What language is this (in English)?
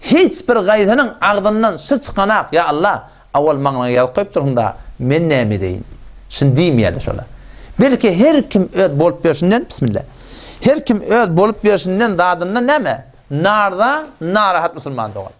Turkmen